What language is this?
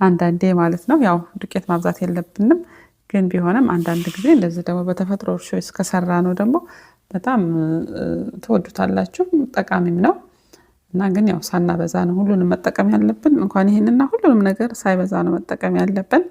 Amharic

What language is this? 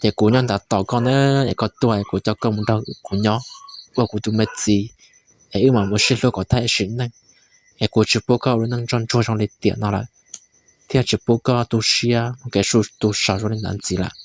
Hmong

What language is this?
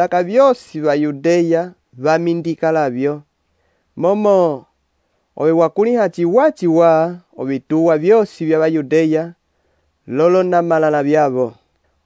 Umbundu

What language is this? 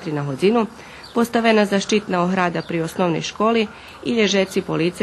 Rusyn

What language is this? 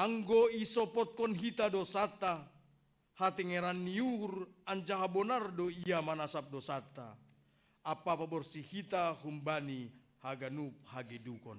Batak Simalungun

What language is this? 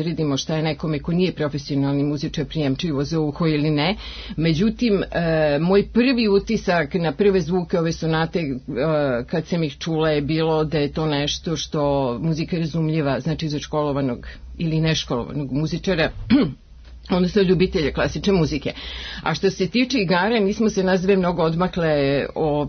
Serbian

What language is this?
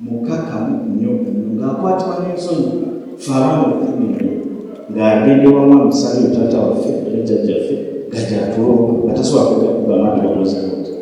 Ganda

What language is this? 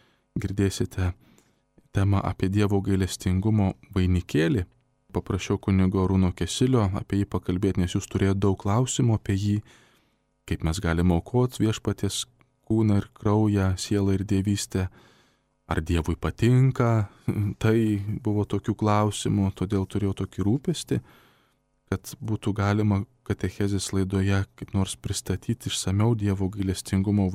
Lithuanian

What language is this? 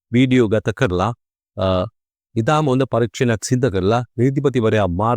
Sinhala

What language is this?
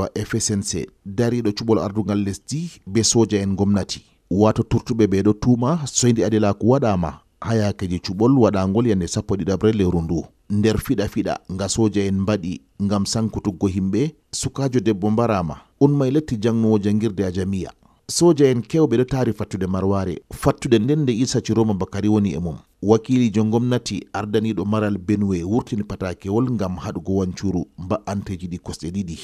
Fula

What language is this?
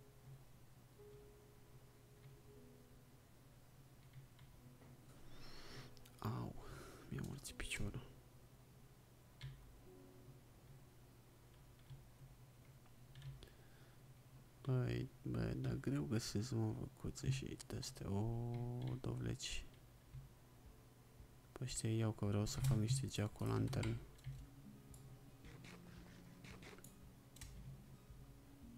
Romanian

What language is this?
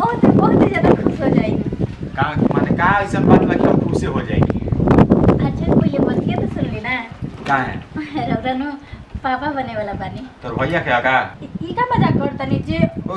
Bhojpuri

